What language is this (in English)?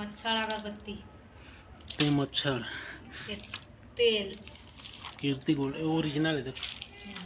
Chhattisgarhi